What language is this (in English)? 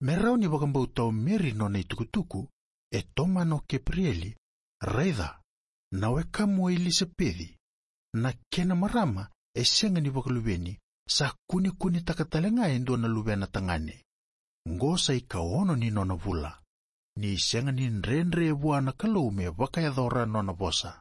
Fijian